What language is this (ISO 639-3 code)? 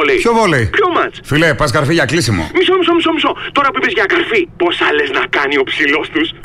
ell